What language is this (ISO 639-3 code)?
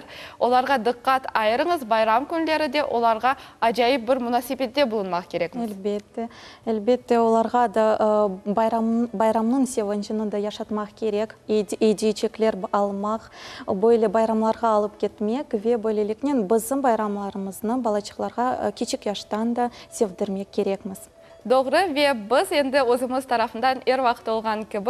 crh